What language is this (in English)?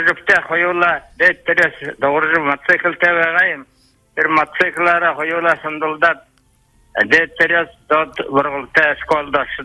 Buriat